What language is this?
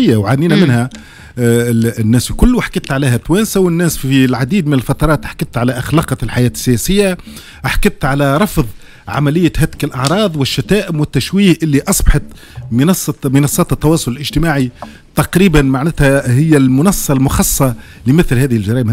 Tunisian Arabic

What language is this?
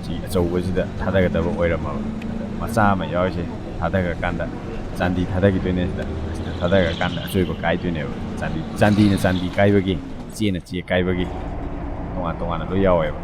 Manipuri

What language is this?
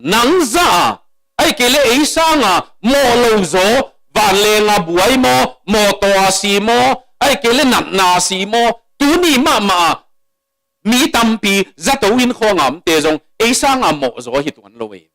Tedim Chin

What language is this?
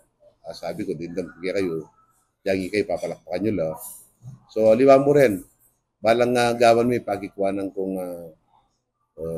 Pampanga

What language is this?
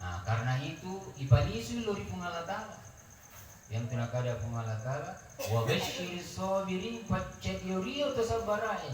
Buginese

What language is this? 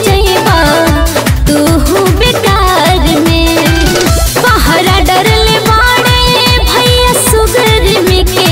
Bhojpuri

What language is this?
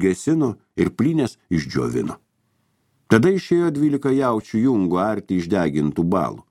Lithuanian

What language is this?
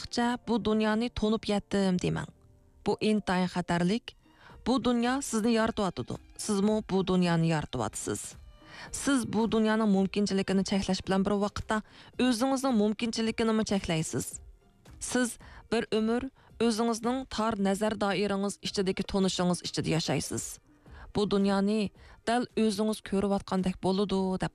Uyghur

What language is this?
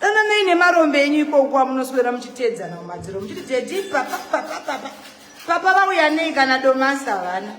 Shona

